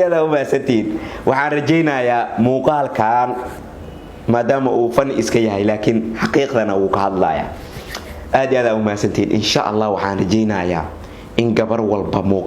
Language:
Somali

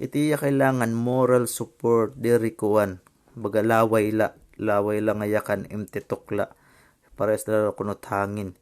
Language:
Waray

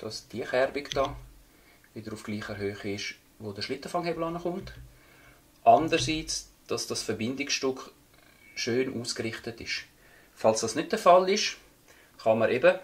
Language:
Swiss German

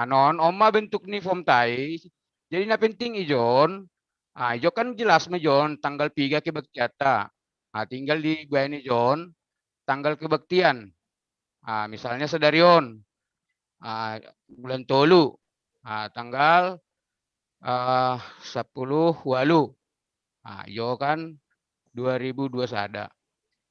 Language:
Batak Simalungun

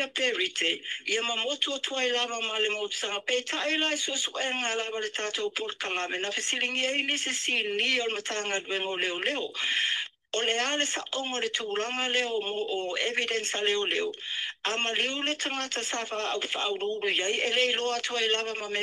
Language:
Samoan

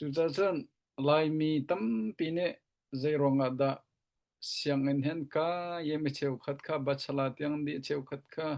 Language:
Hakha Chin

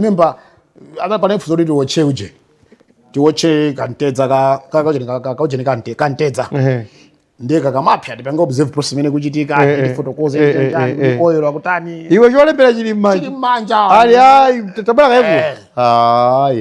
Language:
Nyanja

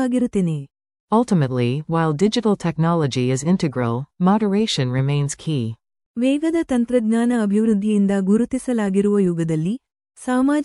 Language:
Kannada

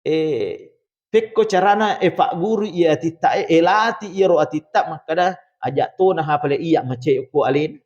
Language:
Buginese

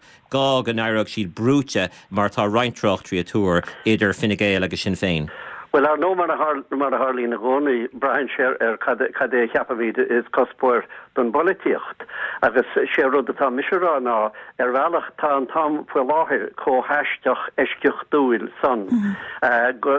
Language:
Irish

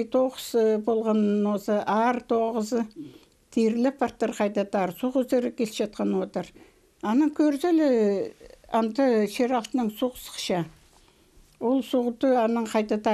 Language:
Khakas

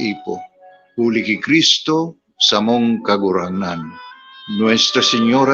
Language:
Bikol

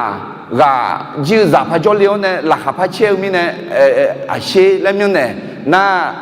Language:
Akha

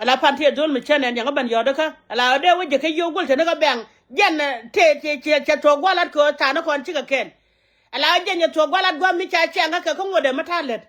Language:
Nuer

